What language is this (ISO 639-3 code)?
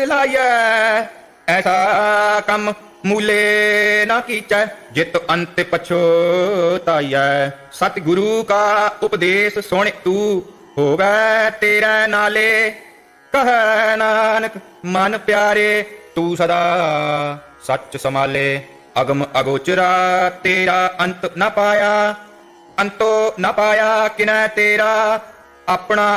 pan